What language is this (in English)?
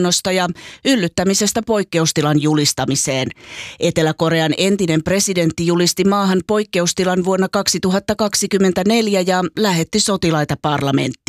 Finnish